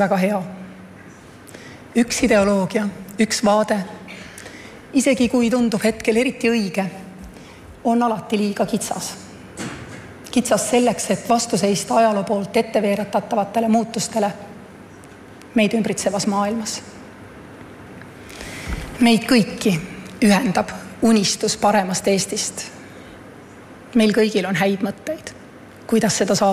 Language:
Estonian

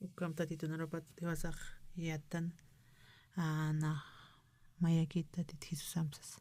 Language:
Aymara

